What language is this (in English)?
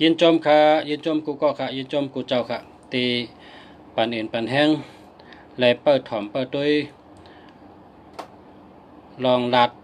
Shan